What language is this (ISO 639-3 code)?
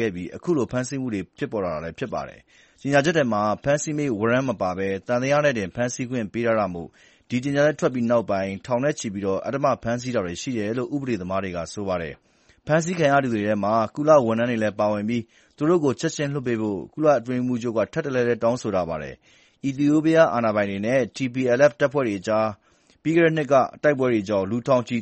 mya